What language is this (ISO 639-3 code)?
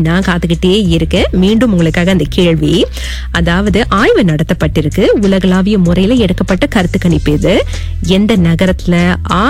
tam